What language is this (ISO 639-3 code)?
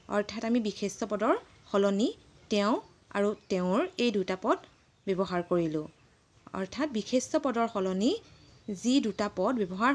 asm